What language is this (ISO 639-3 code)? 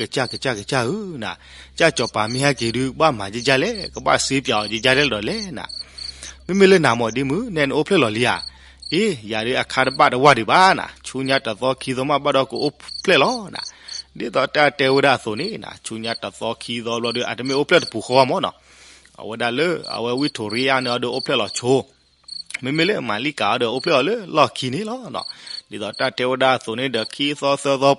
ksw